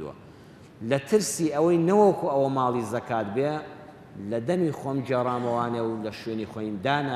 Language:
Central Kurdish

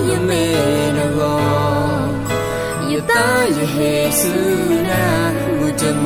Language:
S'gaw Karen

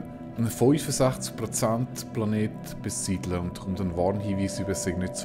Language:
Swiss German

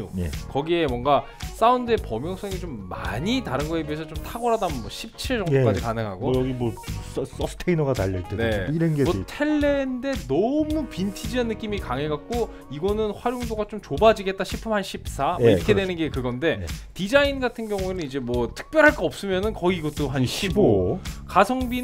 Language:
Korean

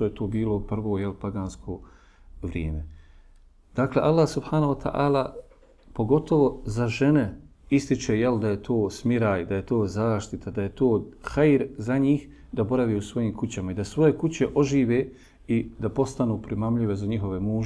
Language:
Bosnian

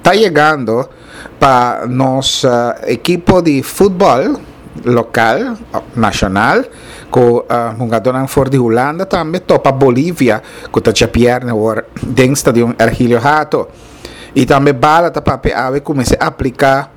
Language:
Papiamento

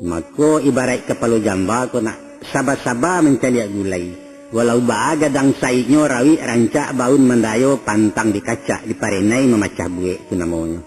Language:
Minangkabau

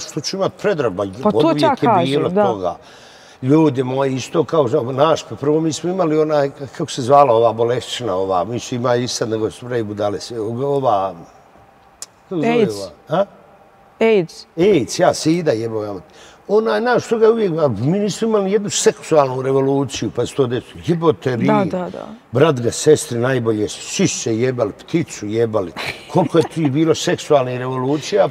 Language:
Bosnian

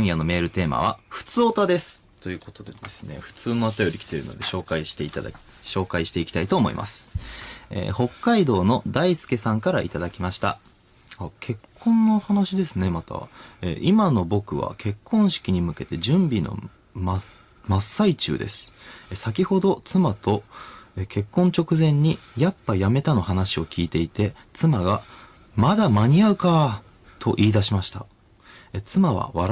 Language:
Japanese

